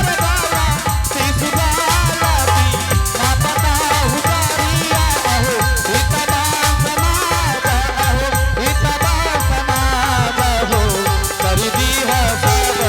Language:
Angika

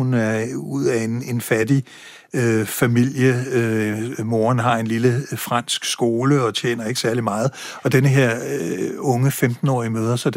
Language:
Danish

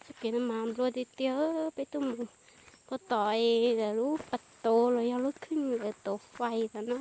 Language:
Hmong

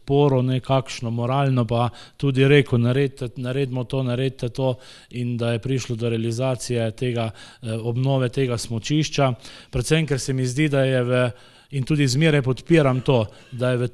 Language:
Slovenian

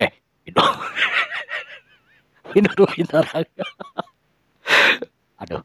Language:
Sundanese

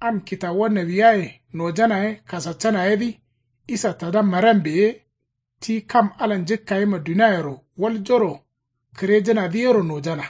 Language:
Kanuri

